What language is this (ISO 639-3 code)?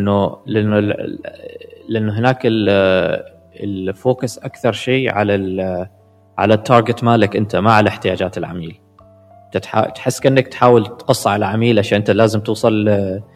afb